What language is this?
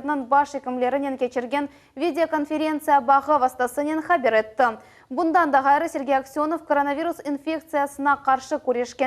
Crimean Tatar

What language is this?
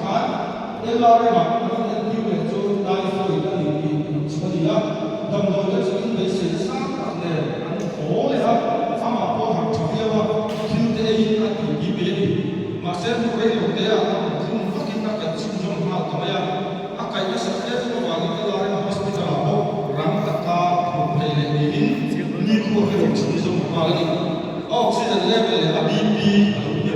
Mizo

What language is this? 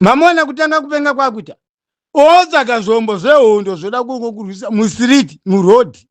Shona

